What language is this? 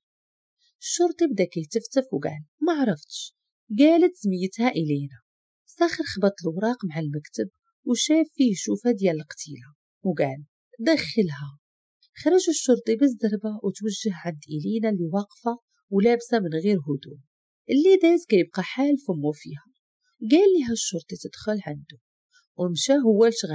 Moroccan Arabic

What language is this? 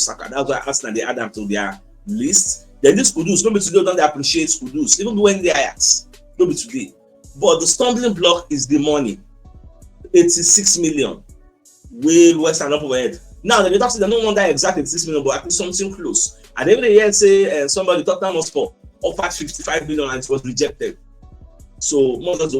Nigerian Pidgin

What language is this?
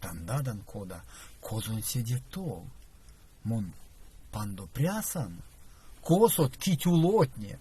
Erzya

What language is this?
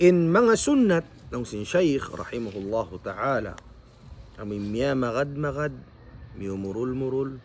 Tausug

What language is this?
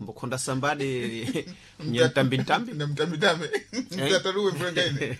Sena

